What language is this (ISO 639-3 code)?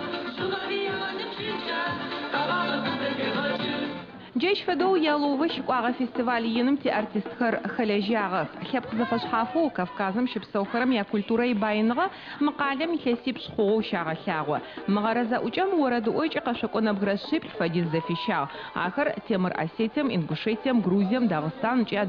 ady